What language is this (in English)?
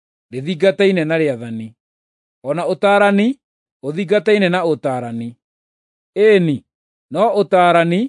Kikuyu